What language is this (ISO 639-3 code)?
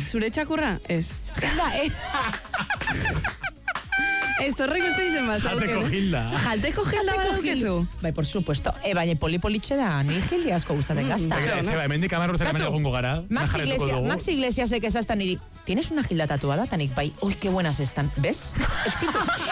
eus